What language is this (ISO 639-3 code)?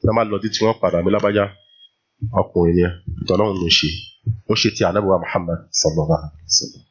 yor